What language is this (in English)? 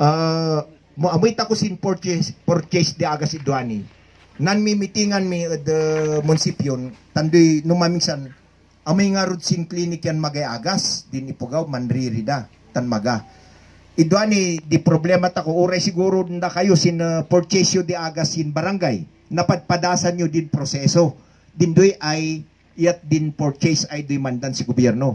Kankanaey